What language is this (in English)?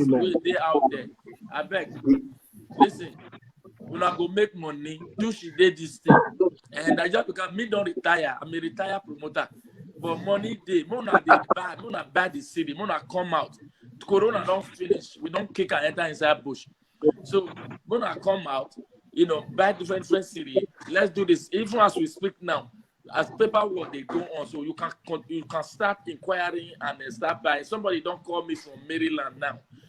Nigerian Pidgin